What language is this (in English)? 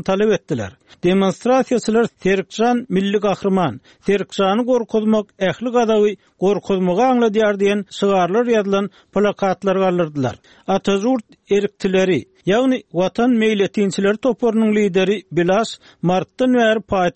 Turkmen